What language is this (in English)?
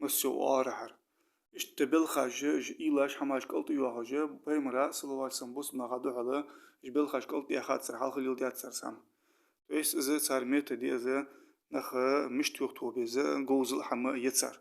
Ingush